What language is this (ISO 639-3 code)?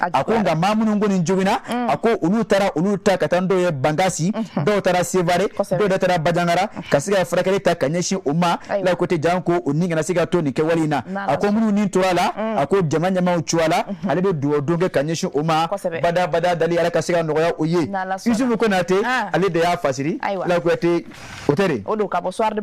bam